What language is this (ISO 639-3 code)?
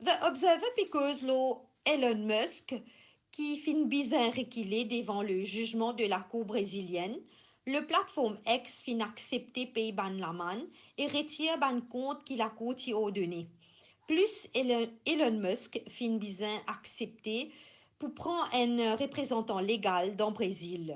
mfe